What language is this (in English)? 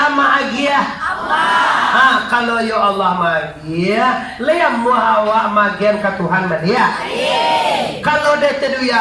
Minangkabau